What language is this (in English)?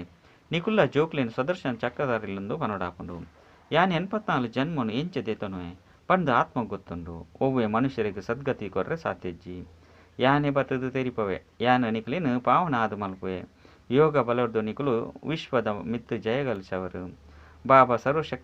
Tulu